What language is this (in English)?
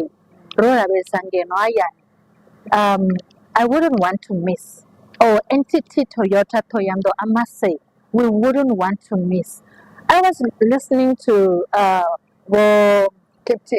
Venda